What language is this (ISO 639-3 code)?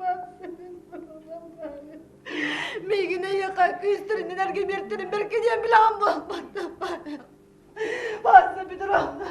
sah